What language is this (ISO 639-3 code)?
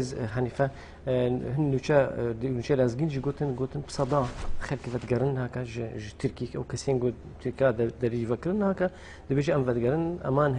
kur